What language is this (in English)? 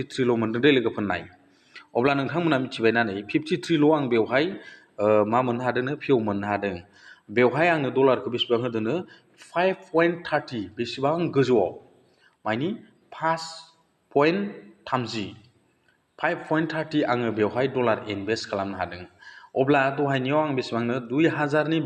Bodo